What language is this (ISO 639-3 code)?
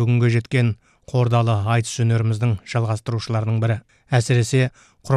kaz